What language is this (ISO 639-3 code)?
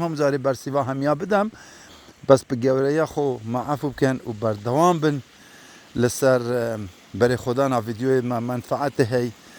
kur